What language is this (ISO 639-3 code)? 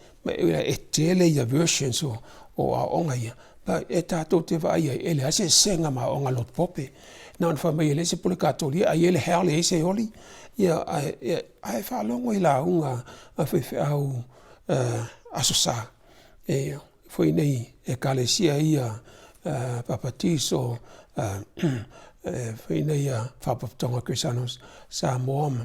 smo